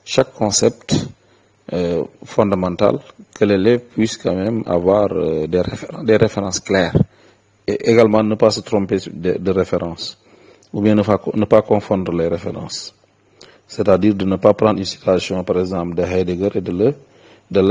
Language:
French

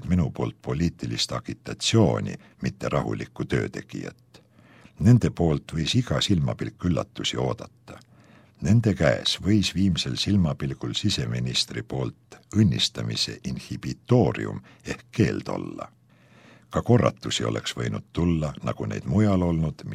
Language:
Estonian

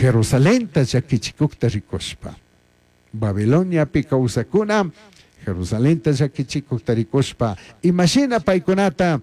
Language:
Chimborazo Highland Quichua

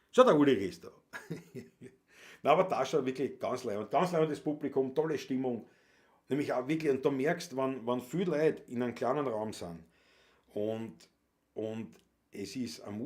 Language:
Bavarian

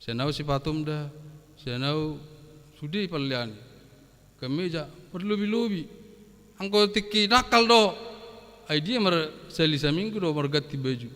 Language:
Batak Toba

